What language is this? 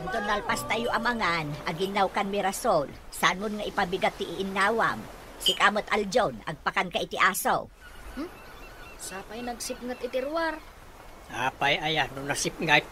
Iloko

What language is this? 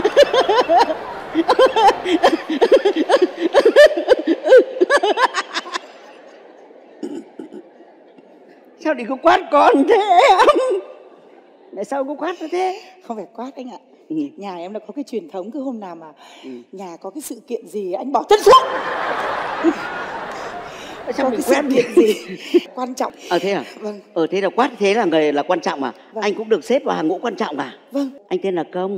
Vietnamese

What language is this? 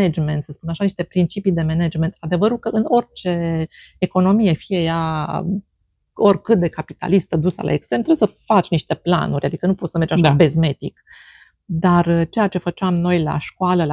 Romanian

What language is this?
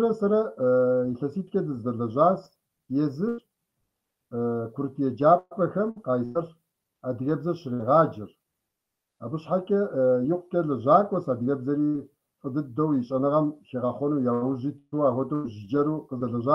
Kabardian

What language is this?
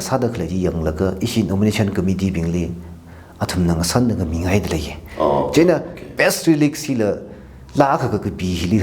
Tangkhul Naga (India)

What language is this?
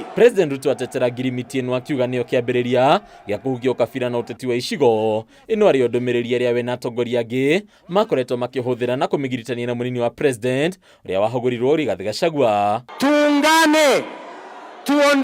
Kikuyu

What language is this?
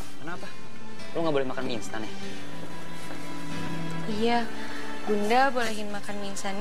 Indonesian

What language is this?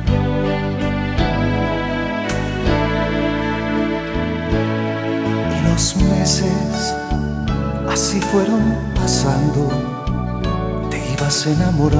Spanish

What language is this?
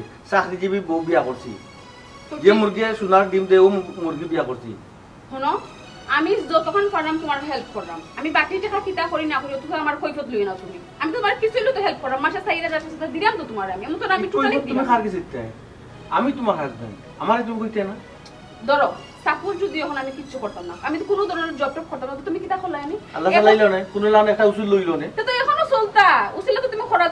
Sylheti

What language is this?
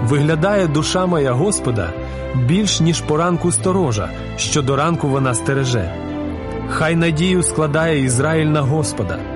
Ukrainian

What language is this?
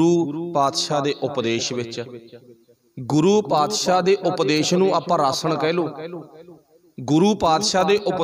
Punjabi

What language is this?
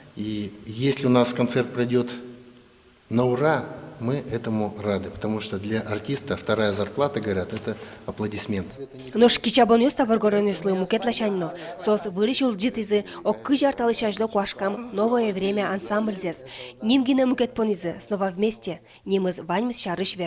Udmurt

